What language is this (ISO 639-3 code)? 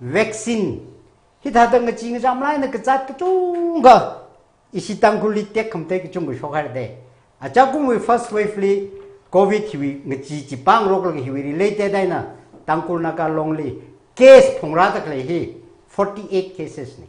nmf